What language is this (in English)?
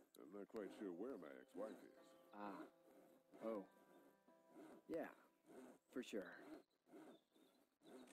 English